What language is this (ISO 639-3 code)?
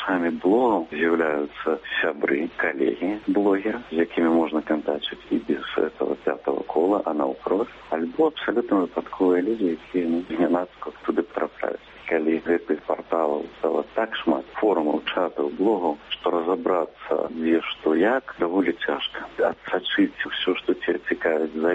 bel